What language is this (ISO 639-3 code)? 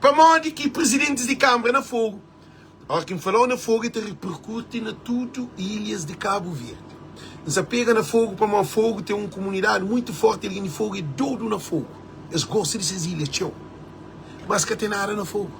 kea